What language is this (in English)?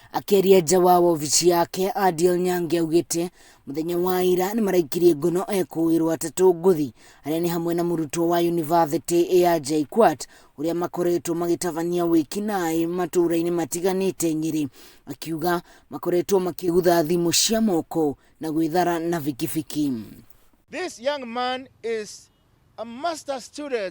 Kikuyu